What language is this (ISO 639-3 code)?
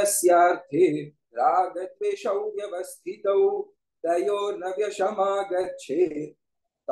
san